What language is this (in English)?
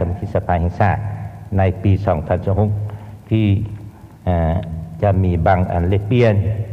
Lao